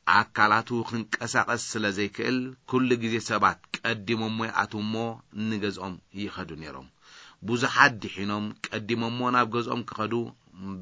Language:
Tigrinya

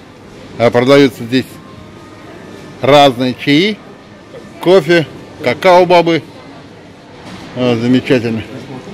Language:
Russian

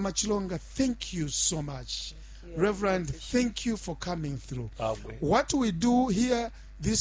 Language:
Bemba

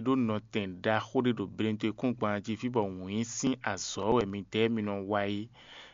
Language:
Fon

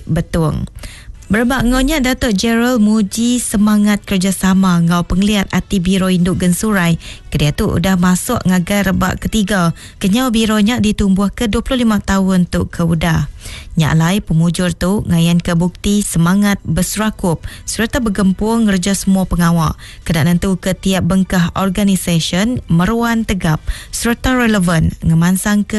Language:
Iban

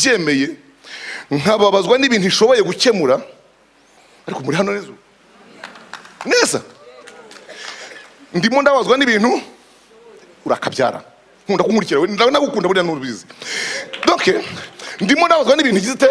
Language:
Kinyarwanda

